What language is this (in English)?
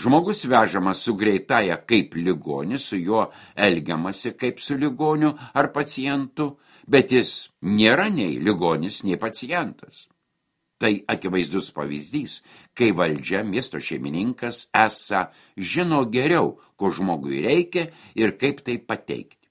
Lithuanian